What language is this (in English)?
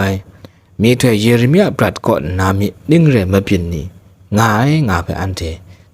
Kachin